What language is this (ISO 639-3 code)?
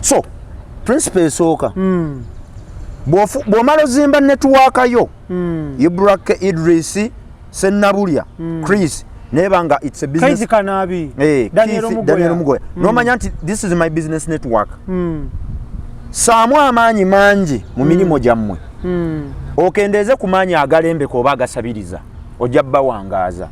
lug